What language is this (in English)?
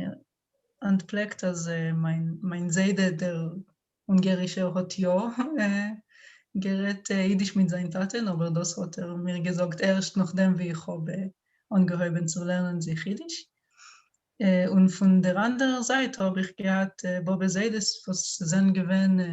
Yiddish